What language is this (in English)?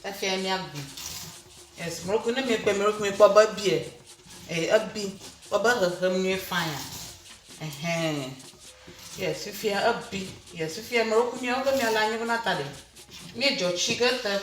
Ewe